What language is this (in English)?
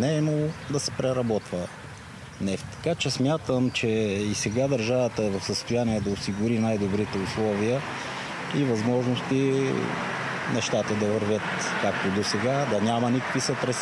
Bulgarian